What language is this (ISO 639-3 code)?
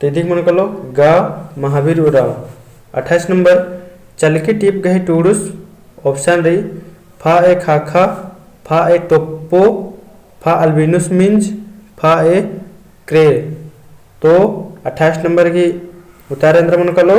kru